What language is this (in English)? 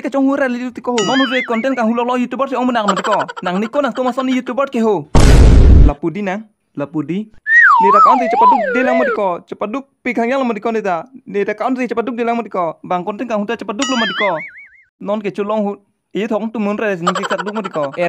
Karbi